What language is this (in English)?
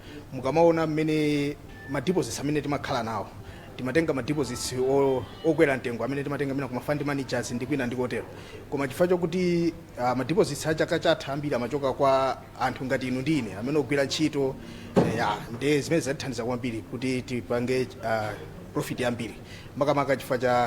Nyanja